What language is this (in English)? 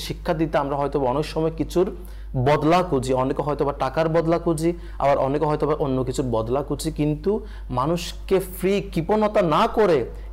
Bangla